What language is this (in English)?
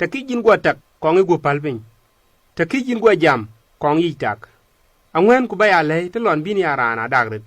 Dinka